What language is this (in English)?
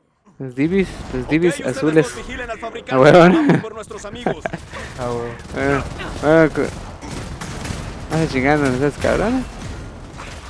Spanish